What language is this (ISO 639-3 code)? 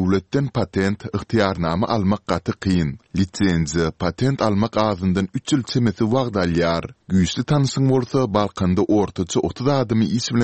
tuk